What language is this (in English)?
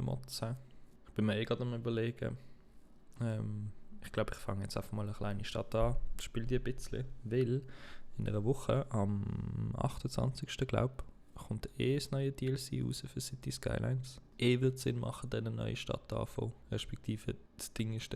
Swiss German